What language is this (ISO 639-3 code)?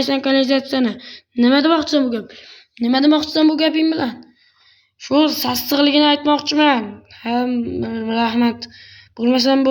uzb